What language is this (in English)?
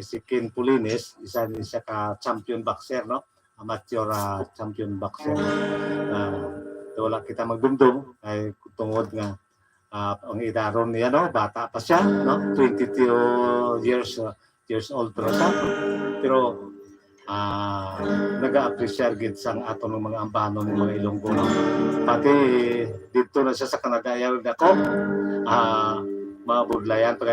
Hiligaynon